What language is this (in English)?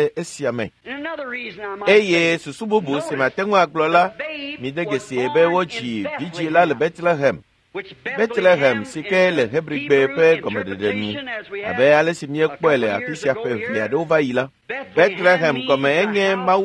Ewe